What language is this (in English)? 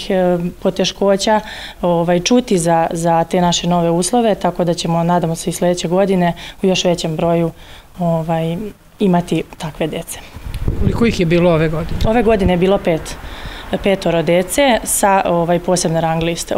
Serbian